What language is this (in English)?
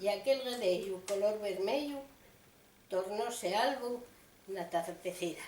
Asturian